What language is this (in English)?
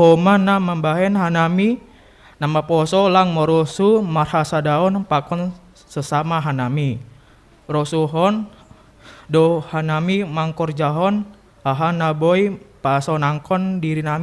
Batak Simalungun